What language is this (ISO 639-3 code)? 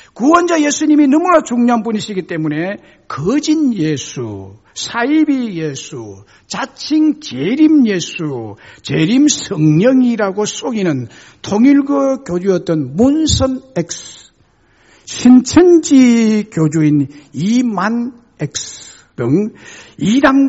kor